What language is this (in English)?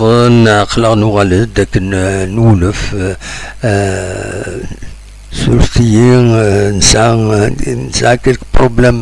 Kabyle